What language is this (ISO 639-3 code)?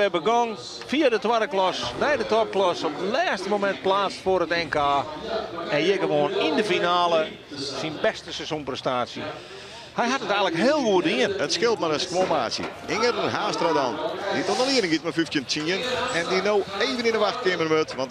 fry